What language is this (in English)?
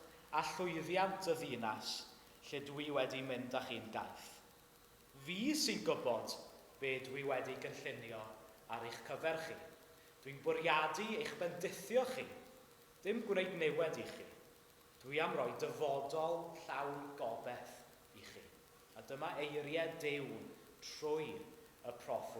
Welsh